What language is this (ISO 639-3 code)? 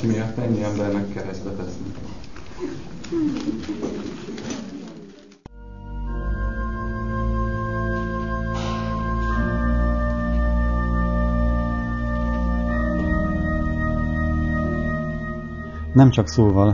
hun